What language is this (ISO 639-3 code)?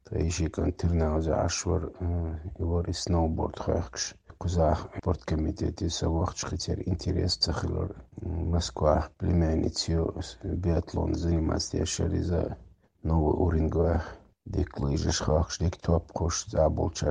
che